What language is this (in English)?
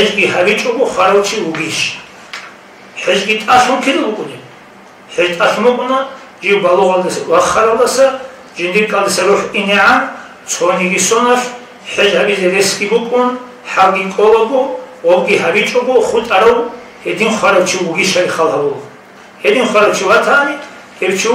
Avaric